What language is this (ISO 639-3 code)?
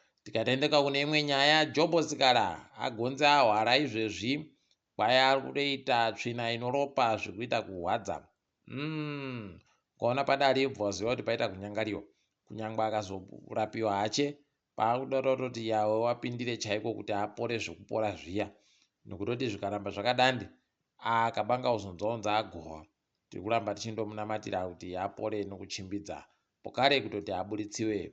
ndc